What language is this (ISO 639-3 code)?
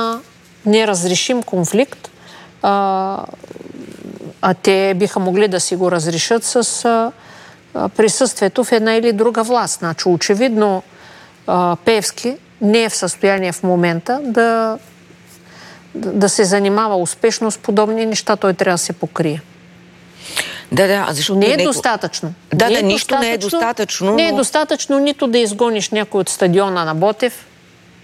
bul